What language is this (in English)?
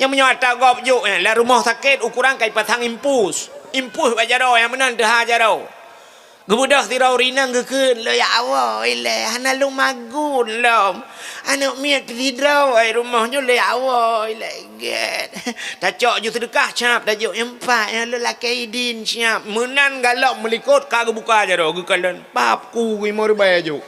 Achinese